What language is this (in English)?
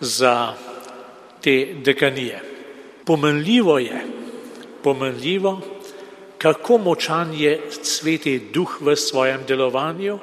Slovenian